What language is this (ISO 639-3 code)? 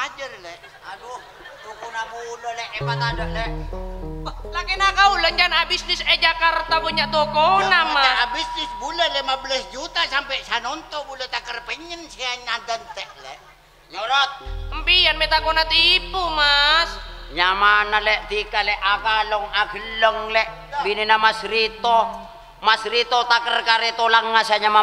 mad